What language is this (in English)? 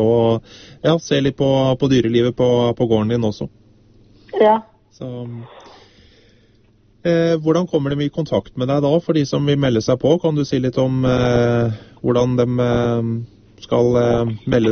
Norwegian